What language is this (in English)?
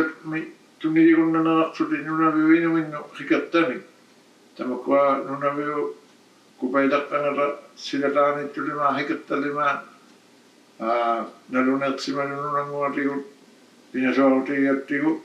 Inuktitut